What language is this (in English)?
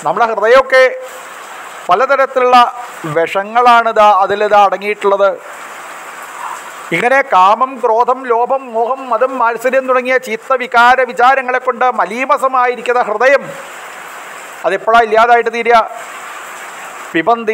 Malayalam